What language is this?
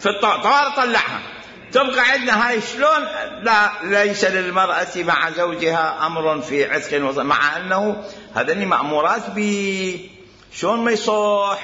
Mesopotamian Arabic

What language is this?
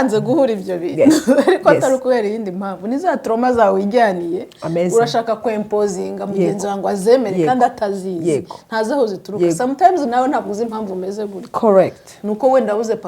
Kinyarwanda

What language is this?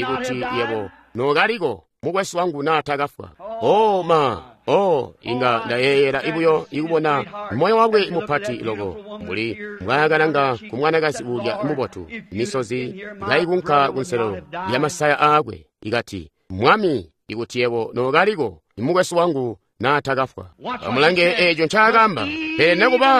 Tonga (Zambia)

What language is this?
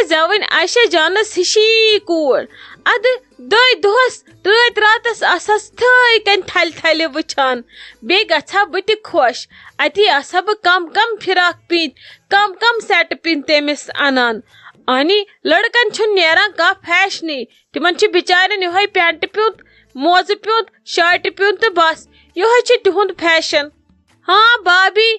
Kashmiri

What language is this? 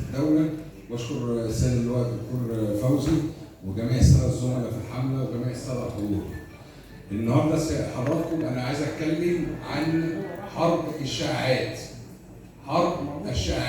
Egyptian Arabic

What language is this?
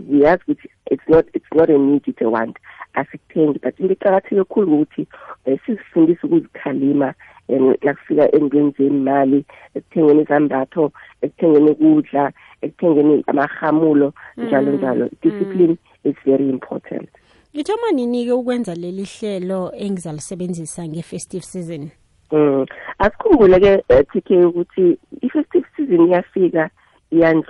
South Ndebele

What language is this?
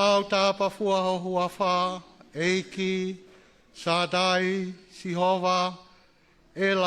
Tongan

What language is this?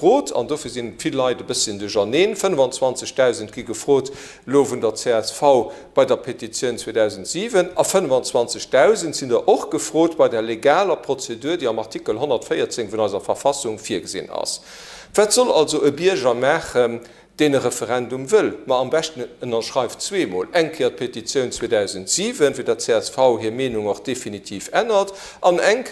Luxembourgish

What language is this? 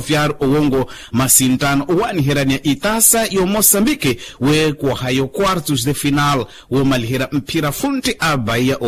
Makhuwa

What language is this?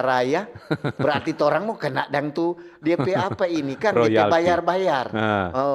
Manado Malay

